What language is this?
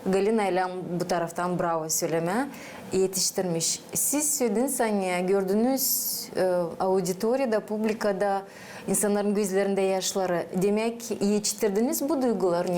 Gagauz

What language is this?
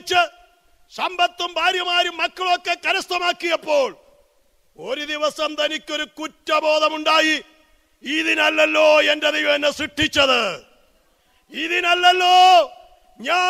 Malayalam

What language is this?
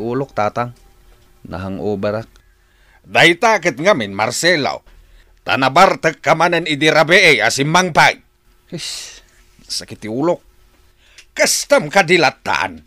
Iloko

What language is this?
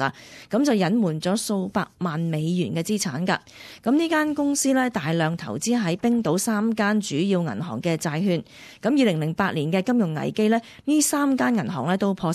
Cantonese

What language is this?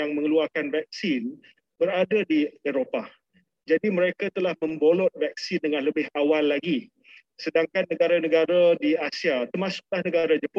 Malay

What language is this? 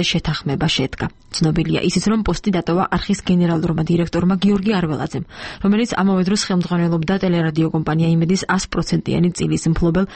Georgian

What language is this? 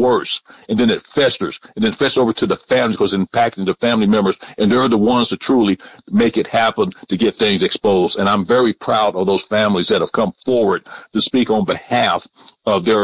English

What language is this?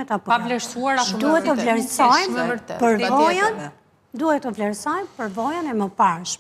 Albanian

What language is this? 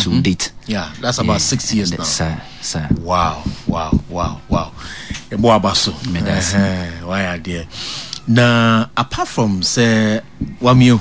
Akan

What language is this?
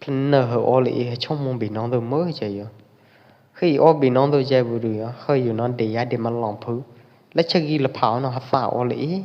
Pwo Eastern Karen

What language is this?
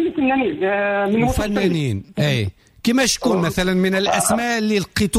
Tunisian Arabic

